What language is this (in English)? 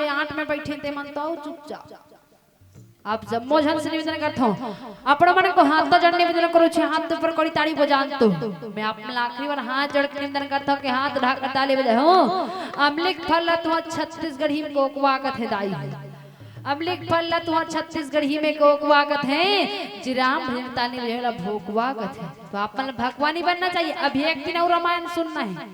Chhattisgarhi